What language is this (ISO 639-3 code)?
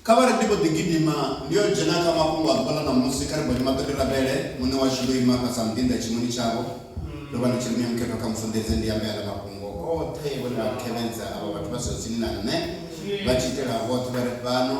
ven